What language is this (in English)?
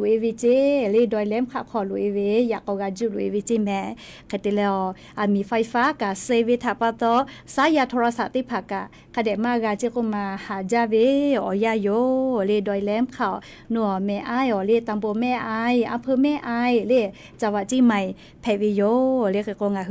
Lahu